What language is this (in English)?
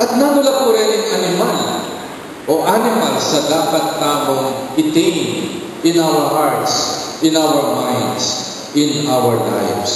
Pampanga